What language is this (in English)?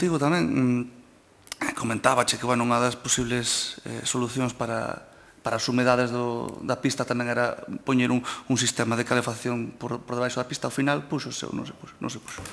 Galician